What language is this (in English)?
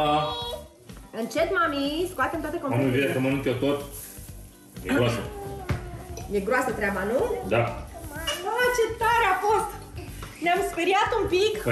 Romanian